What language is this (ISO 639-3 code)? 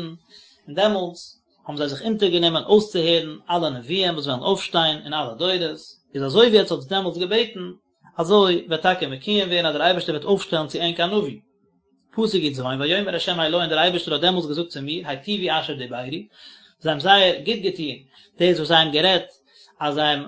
yid